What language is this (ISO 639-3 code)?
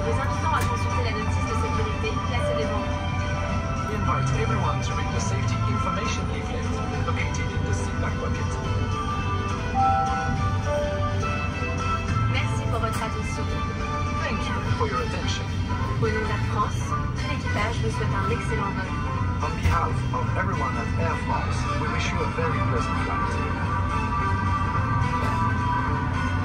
fra